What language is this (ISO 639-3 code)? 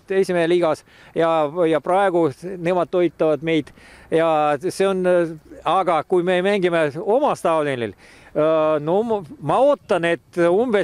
est